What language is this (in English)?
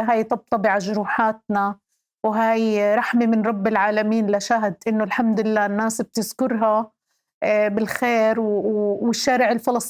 North Levantine Arabic